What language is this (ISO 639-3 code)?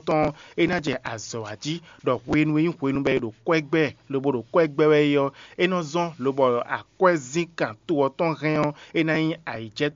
fon